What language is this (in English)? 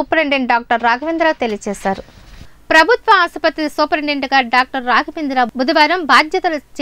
Telugu